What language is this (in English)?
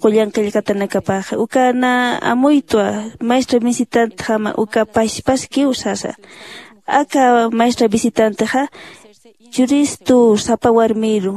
Aymara